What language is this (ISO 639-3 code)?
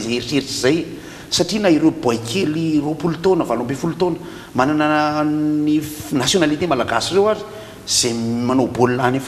mlg